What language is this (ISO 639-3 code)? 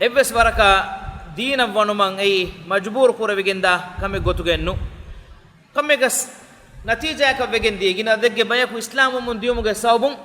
div